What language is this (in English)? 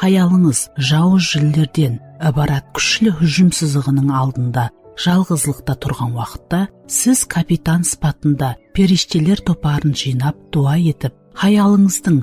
Kara-Kalpak